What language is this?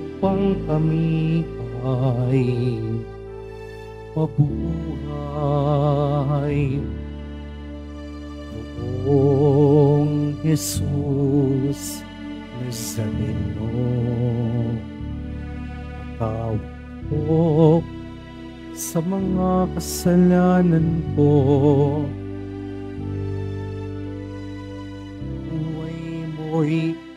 Filipino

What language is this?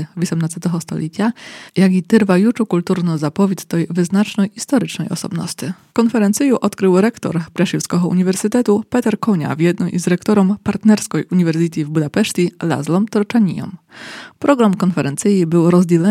Rusyn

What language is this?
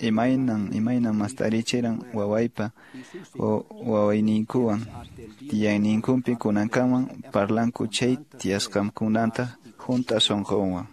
Quechua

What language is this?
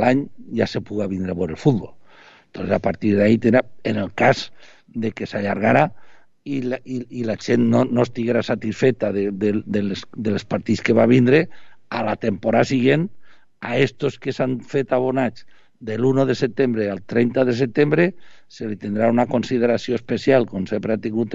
Catalan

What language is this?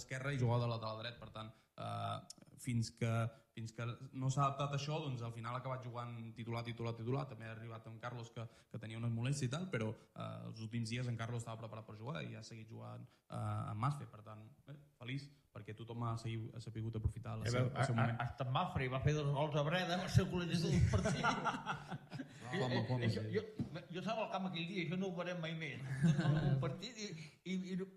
Catalan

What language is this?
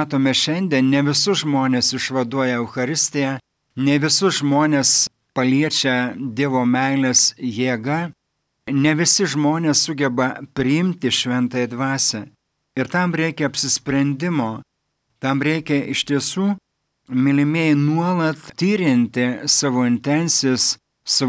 Lithuanian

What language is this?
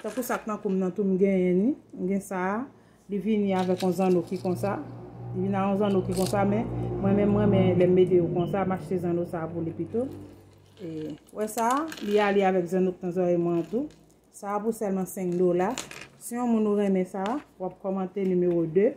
Haitian Creole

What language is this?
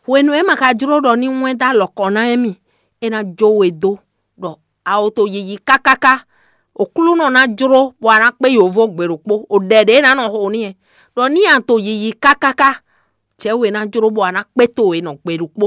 Fon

